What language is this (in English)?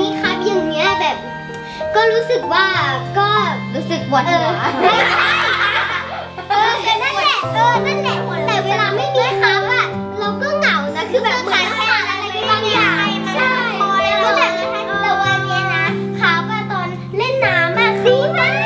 Thai